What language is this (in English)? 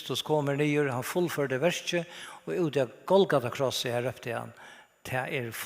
Faroese